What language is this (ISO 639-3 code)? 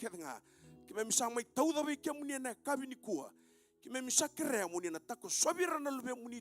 fij